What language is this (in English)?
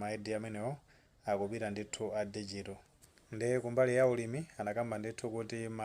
Nyanja